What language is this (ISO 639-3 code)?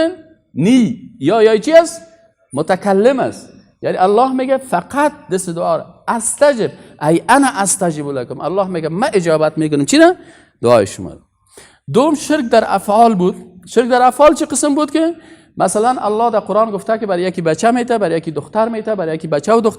fas